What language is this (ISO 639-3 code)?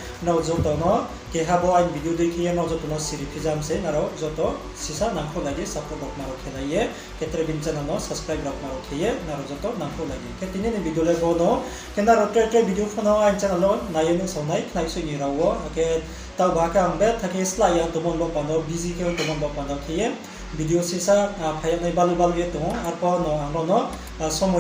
ria